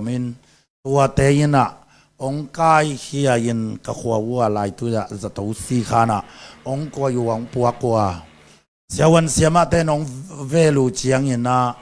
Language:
Tedim Chin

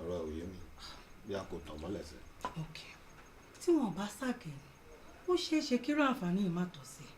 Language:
Yoruba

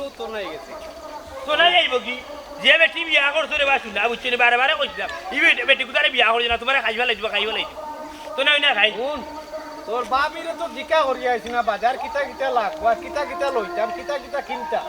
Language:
Sylheti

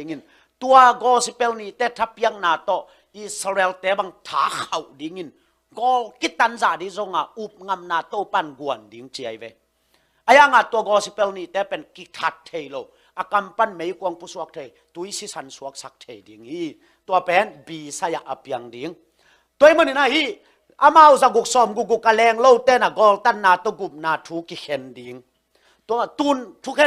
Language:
Tedim Chin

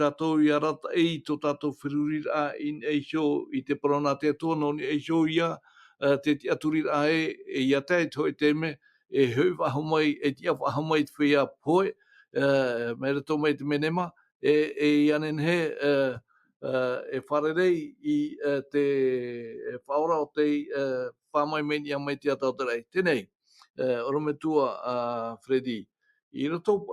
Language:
Tahitian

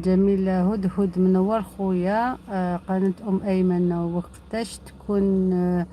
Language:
Algerian Arabic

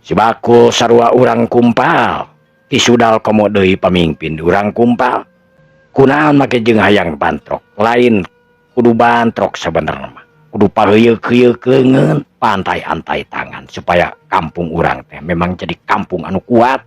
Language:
Sundanese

